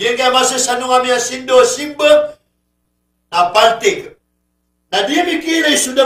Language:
Maranao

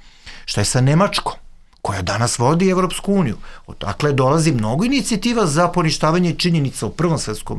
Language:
Serbian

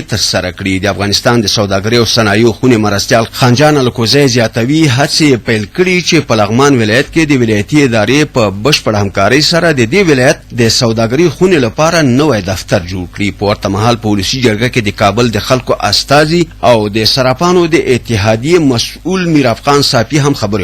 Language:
Pashto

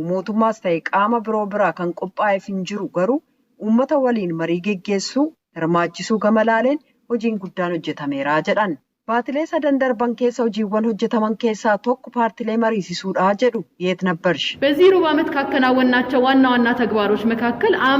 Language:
Oromo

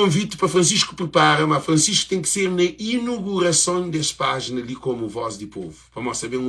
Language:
Kabuverdianu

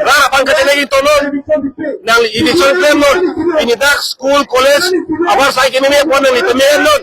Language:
Karbi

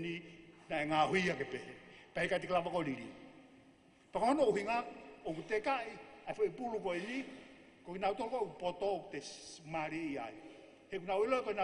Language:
Tongan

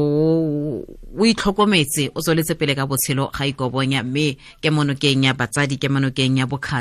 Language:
Tswana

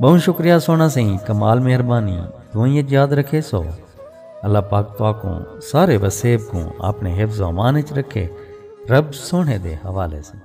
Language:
Saraiki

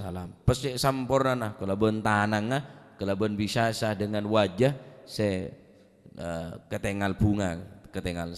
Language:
Madurese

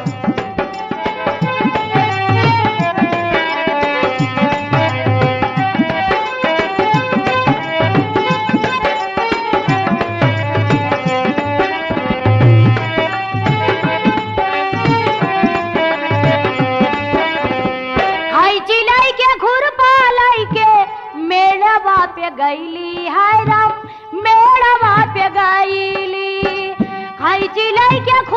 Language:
Bhojpuri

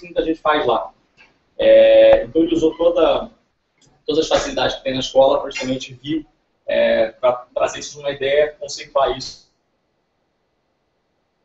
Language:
Portuguese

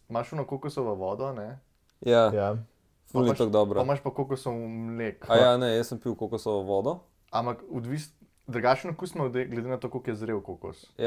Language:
Slovenian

